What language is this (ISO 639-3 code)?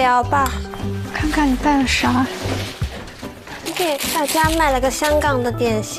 zho